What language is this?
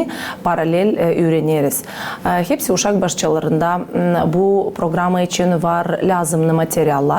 Gagauz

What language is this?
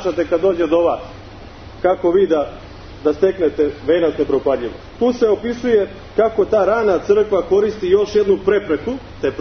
Serbian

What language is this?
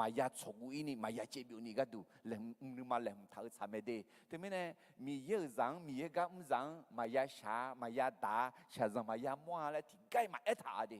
Akha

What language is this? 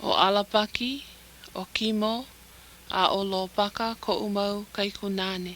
Hawaiian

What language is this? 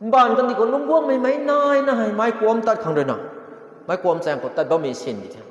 Rongmei Naga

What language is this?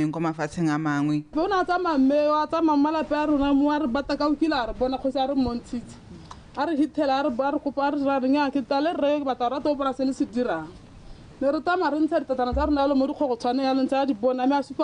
Tswana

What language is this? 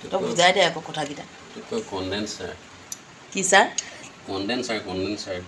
Assamese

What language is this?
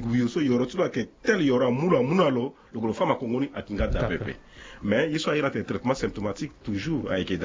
Sango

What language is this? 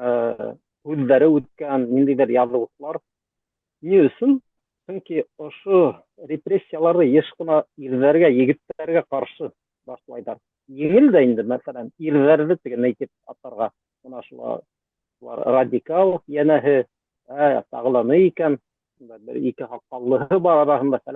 Bashkir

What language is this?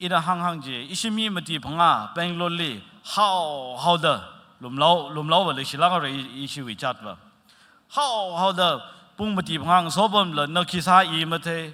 Tangkhul Naga (India)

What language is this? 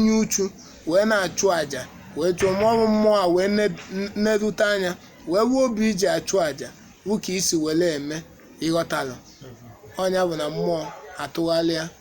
Igbo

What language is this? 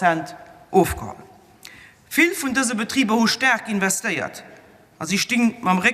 Luxembourgish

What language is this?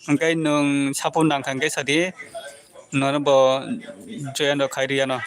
Kok Borok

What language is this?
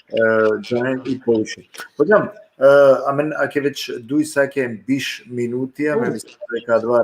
Balkan Romani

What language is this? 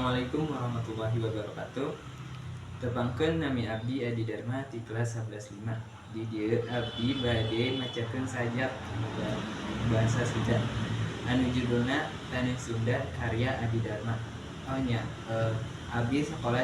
Sundanese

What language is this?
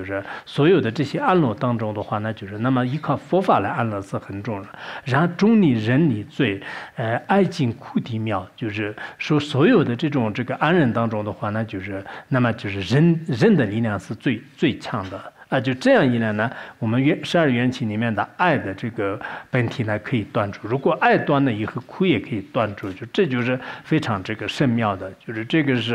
Chinese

